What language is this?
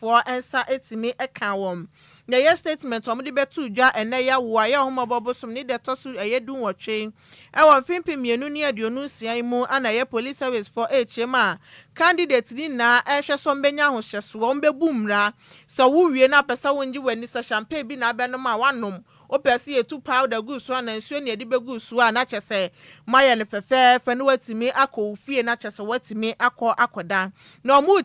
Akan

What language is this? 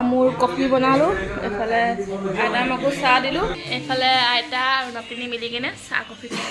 Assamese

